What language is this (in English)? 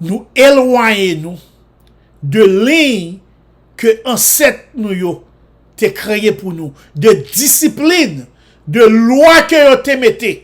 Haitian Creole